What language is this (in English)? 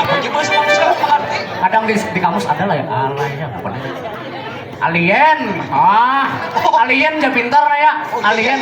Banjar